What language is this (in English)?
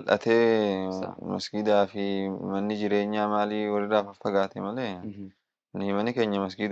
Oromo